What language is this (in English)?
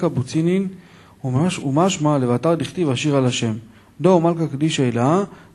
Hebrew